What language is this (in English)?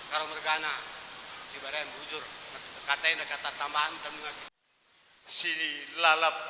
Batak Karo